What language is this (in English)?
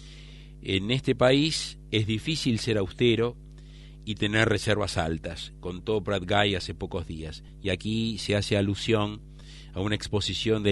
Spanish